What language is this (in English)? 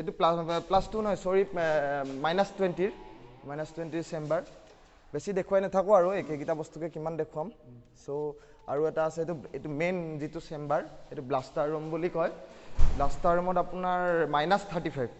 Assamese